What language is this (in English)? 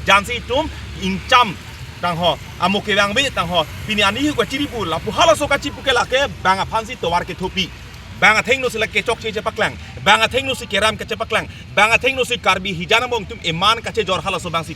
Karbi